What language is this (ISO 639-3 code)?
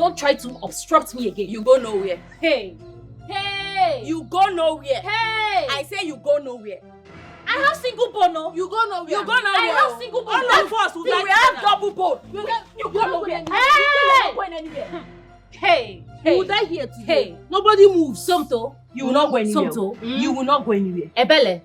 pcm